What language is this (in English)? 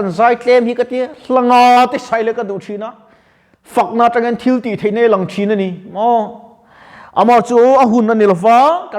Mizo